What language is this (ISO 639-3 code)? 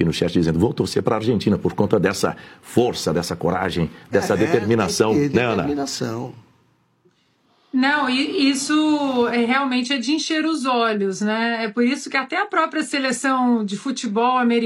por